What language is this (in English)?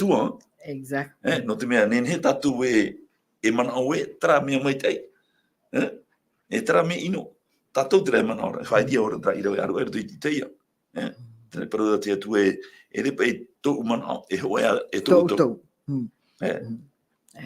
Tahitian